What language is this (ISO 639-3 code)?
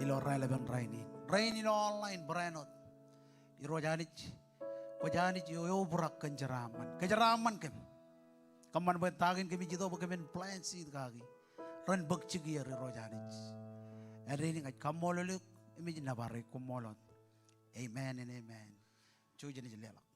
mah